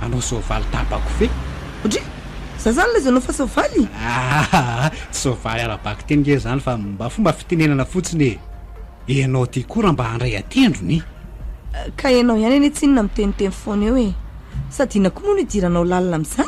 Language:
Malagasy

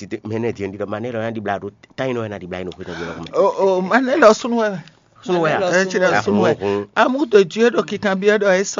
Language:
Fon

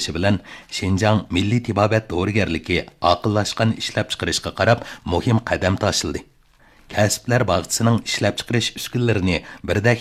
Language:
Uyghur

